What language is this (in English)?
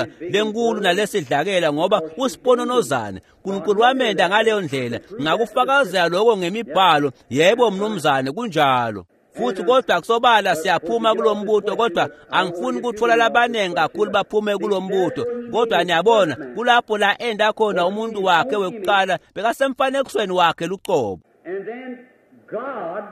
Swati